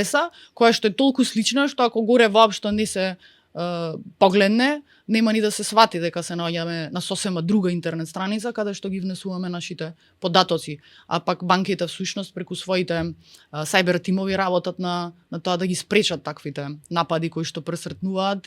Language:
Macedonian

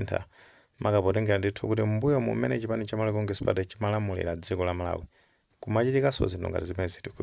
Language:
Nyanja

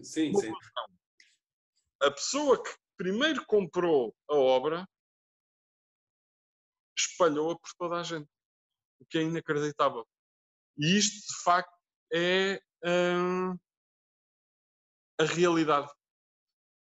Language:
Portuguese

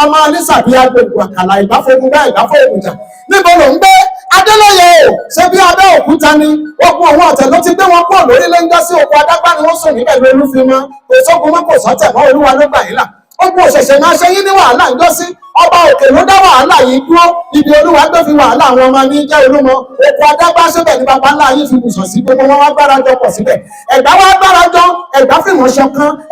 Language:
Yoruba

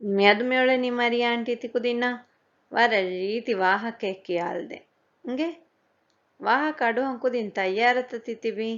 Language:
Divehi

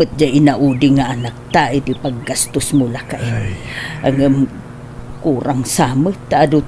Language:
Iloko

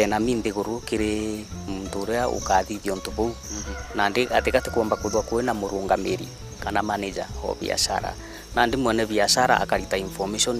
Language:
Meru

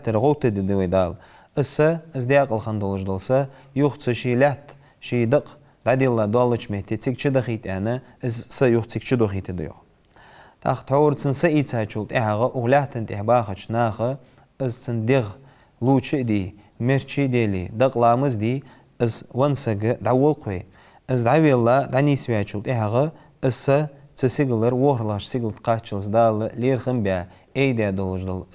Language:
Ingush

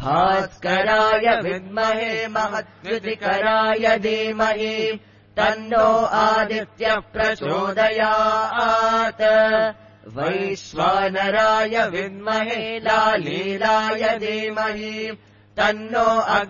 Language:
Sanskrit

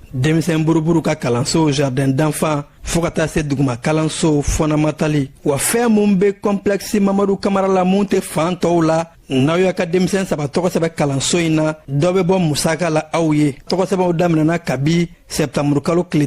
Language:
Bambara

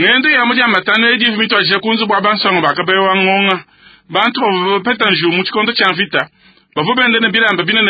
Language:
Luba-Lulua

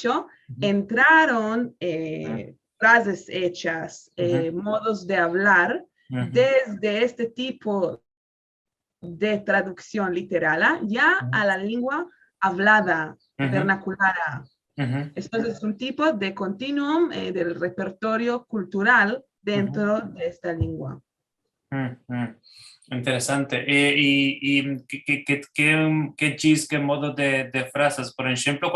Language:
Ladino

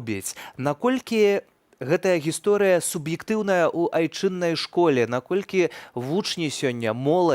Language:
Belarusian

